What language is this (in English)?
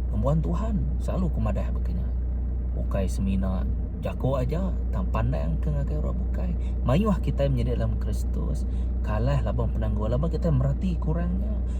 Iban